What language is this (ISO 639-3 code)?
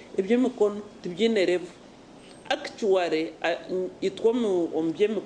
nyn